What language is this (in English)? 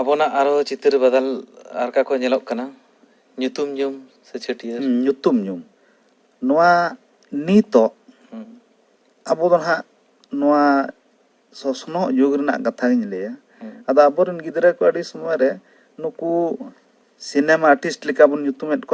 Santali